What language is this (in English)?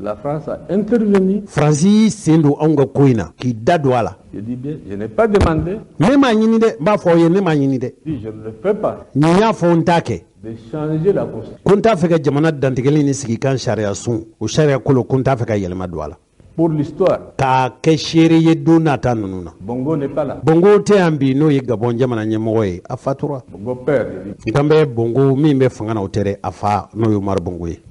Bambara